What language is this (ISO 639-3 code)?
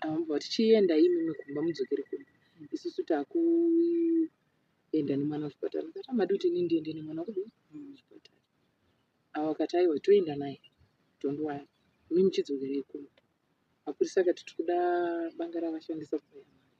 sna